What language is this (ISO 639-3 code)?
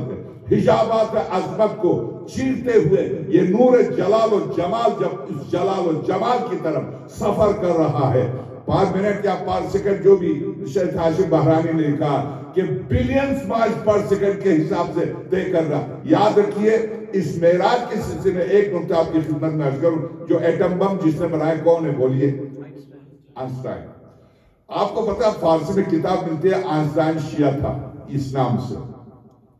urd